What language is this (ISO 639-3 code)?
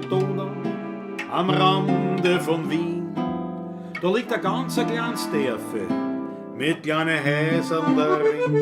bar